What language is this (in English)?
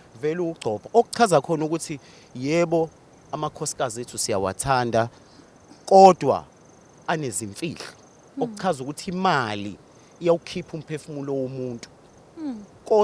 Zulu